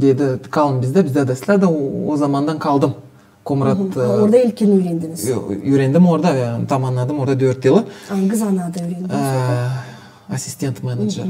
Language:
Gagauz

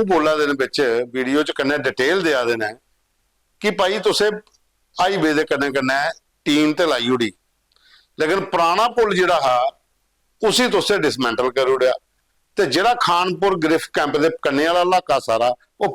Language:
Dogri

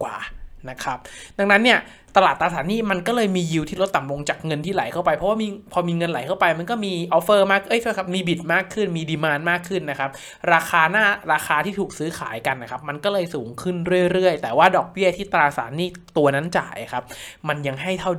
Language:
Thai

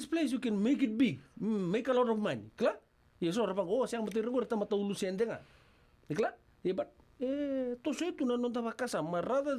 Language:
Fijian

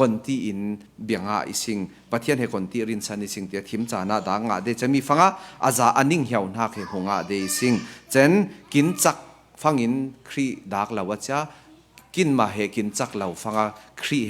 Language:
Falam Chin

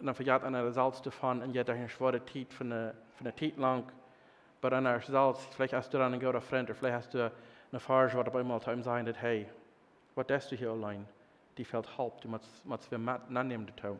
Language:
Plautdietsch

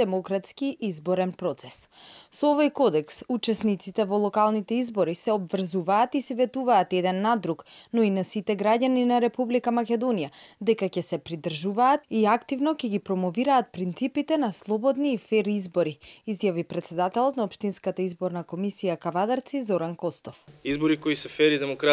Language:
Macedonian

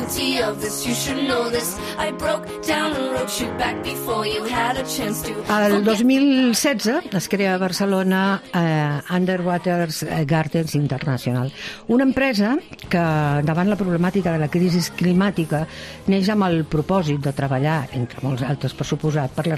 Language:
Catalan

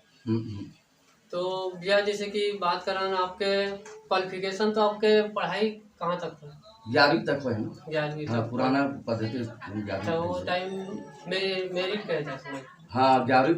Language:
Chhattisgarhi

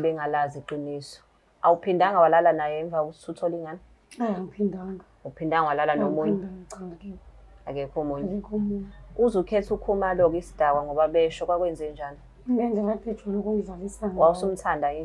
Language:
Zulu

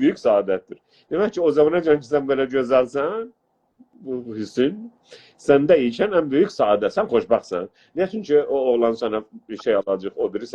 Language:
South Azerbaijani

